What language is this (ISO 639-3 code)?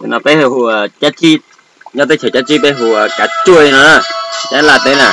hmn